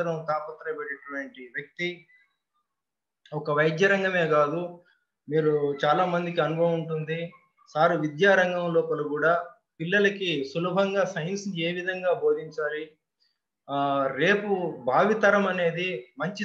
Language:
Telugu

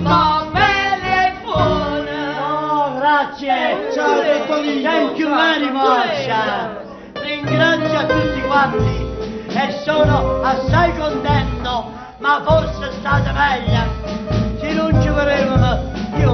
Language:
Neapolitan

